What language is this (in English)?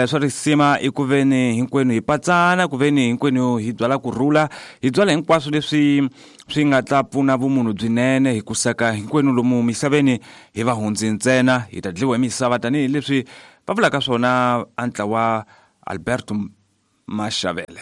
Tsonga